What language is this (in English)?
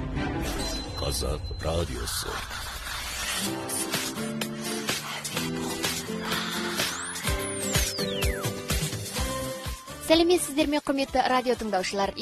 Kazakh